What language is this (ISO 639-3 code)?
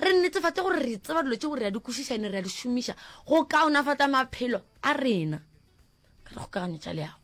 nso